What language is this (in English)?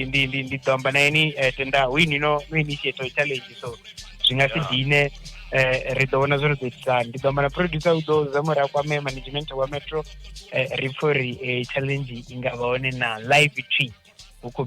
Venda